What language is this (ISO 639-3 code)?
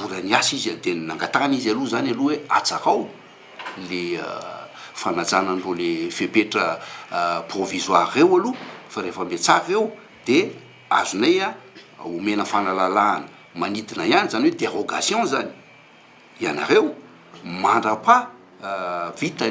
mlg